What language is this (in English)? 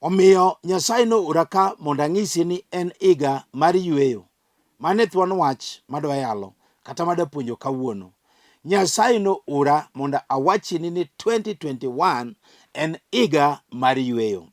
Luo (Kenya and Tanzania)